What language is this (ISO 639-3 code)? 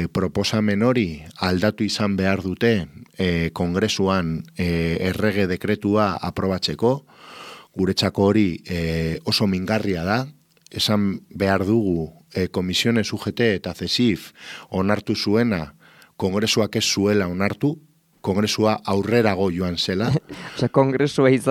eus